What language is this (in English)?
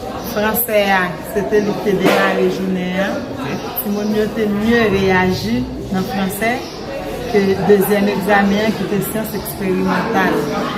Haitian Creole